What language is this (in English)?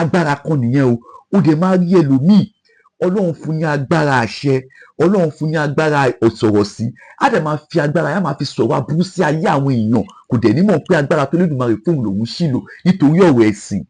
Yoruba